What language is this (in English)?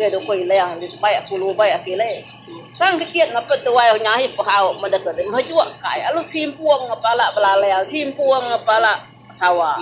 Iban